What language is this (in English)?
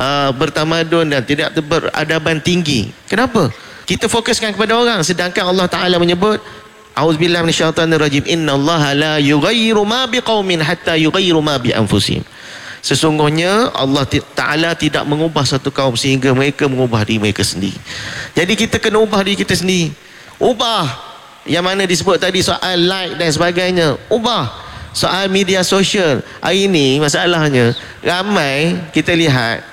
Malay